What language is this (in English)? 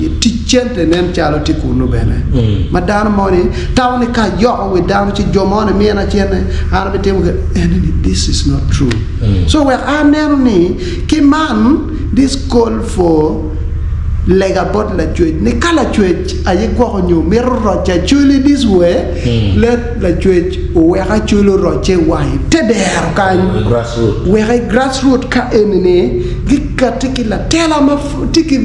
Acoli